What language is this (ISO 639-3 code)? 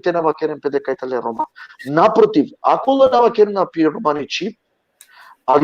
rmn